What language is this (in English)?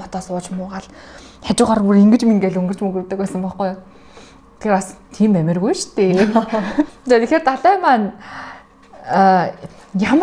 Mongolian